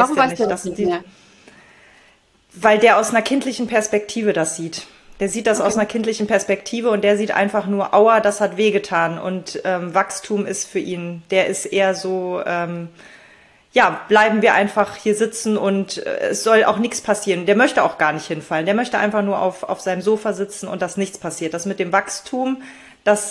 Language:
German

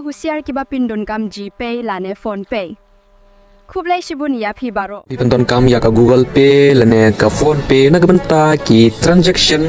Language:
Khasi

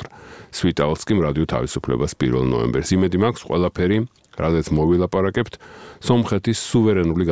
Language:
Georgian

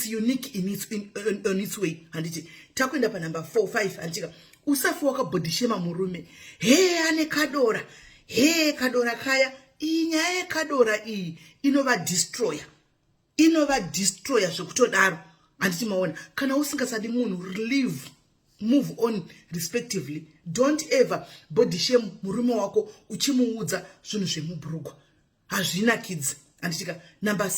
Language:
Shona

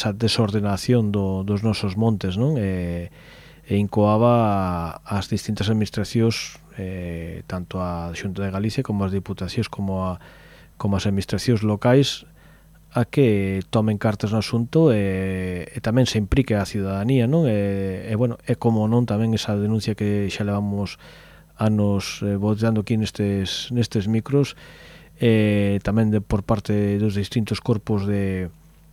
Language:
Galician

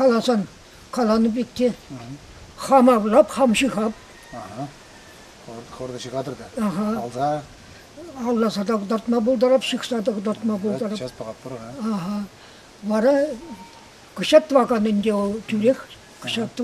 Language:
Chuvash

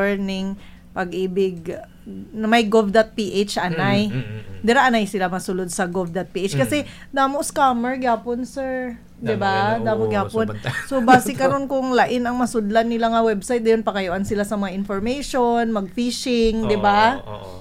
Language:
Hiligaynon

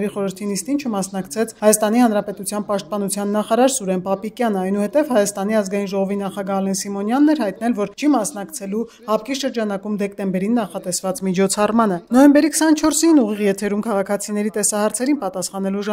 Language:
Armenian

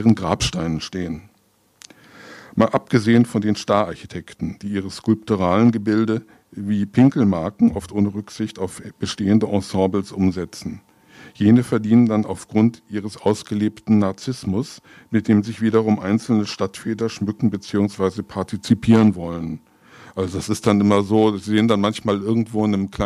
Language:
German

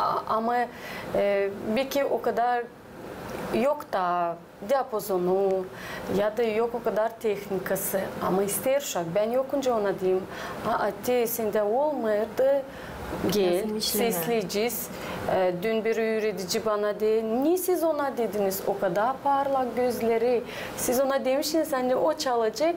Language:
Gagauz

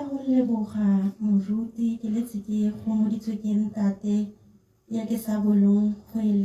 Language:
Tswana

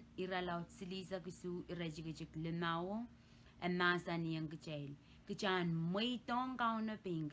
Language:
Pohnpeian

